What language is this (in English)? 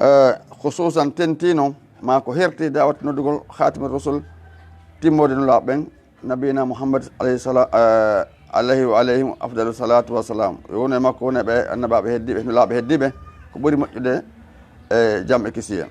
Fula